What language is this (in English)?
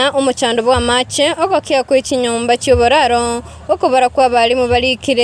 Gusii